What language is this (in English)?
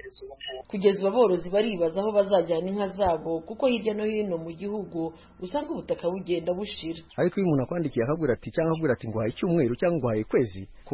Kinyarwanda